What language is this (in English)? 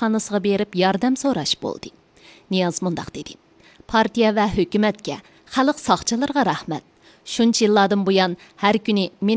Uyghur